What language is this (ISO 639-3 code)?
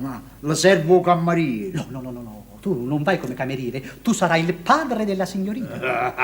nap